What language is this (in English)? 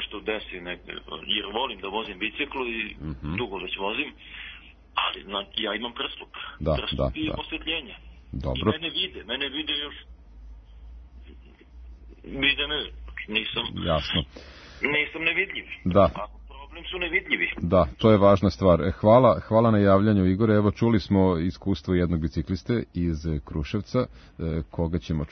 Serbian